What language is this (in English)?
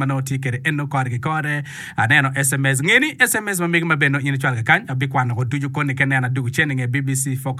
Acoli